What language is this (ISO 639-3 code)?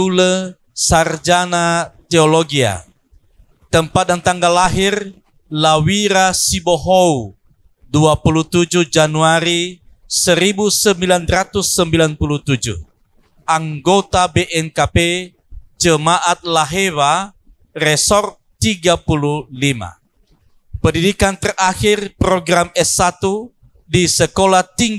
nia